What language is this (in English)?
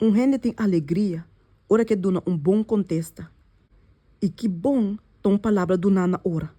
Papiamento